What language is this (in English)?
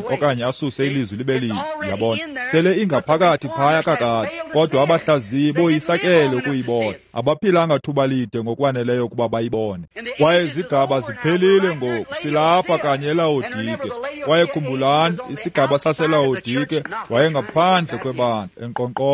Xhosa